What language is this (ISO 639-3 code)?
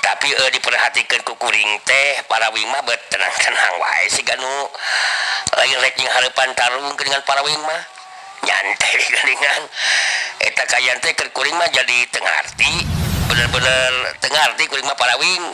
sun